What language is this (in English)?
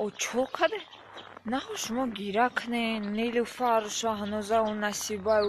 Tajik